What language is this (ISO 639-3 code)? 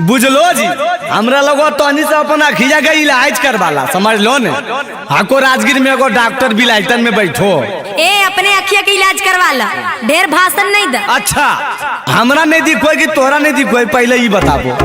mag